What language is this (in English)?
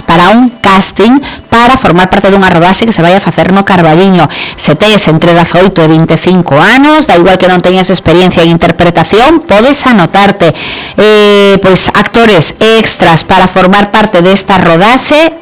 Galician